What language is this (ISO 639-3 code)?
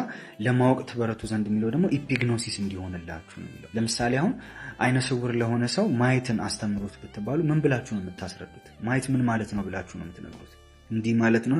amh